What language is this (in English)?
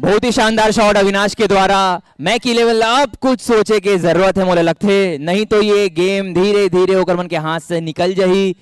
Chhattisgarhi